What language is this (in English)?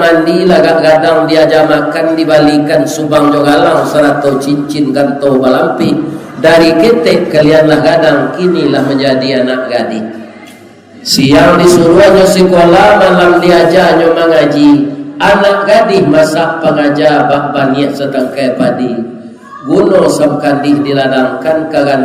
Minangkabau